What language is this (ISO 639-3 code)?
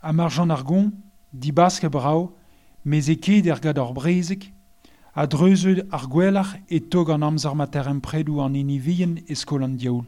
bre